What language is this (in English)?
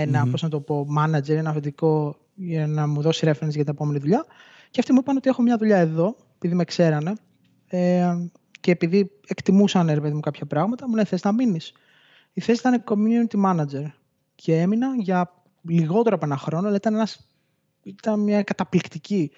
Greek